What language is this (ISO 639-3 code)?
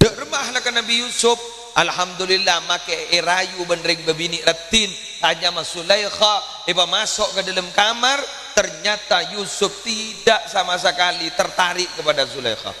mad